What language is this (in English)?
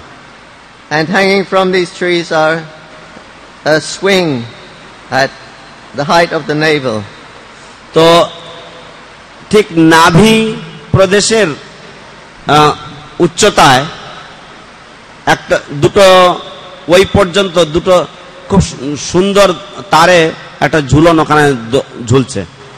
Bangla